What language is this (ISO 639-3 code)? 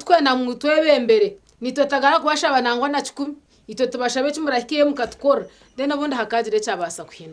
nyn